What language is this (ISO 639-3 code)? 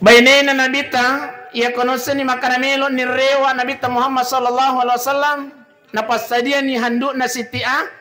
bug